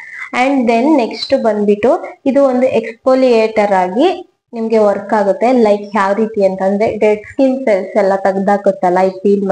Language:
Kannada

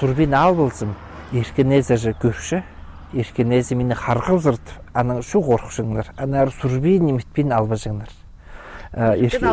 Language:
Khakas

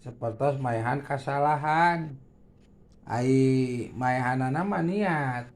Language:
Sundanese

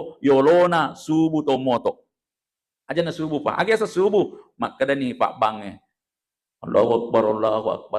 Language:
Buginese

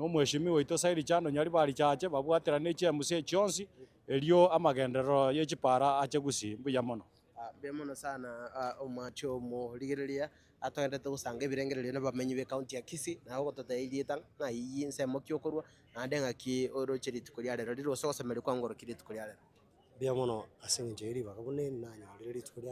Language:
Gusii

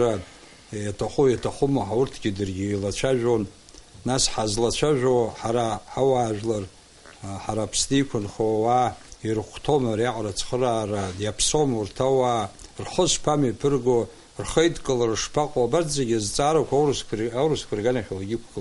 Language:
Abkhazian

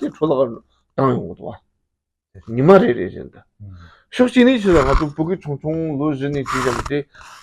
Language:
Tibetan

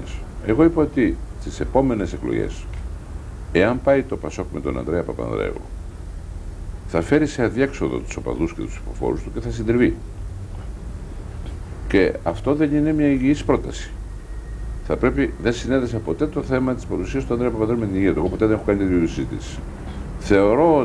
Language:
Greek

